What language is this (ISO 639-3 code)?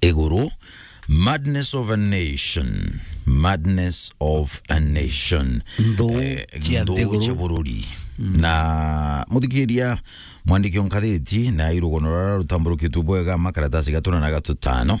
mer